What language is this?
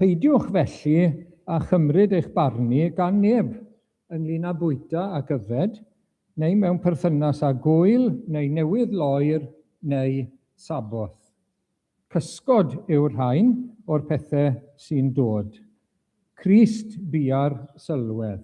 Welsh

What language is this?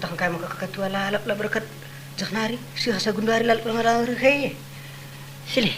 Batak Karo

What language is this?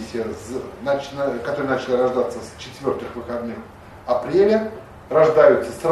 Russian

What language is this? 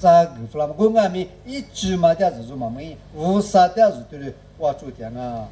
Lisu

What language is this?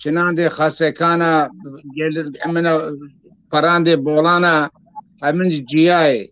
Zaza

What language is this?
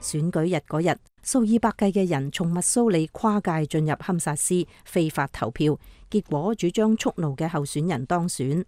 Cantonese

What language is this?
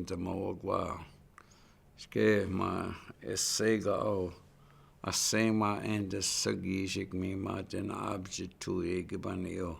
Chippewa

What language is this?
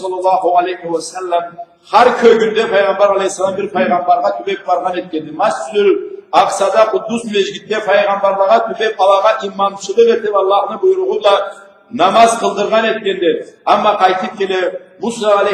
Karachay-Balkar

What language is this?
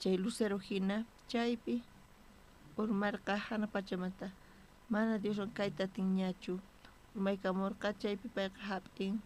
South Bolivian Quechua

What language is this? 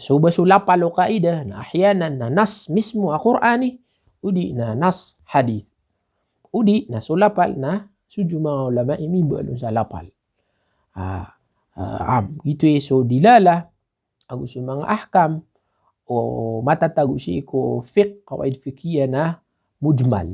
Maranao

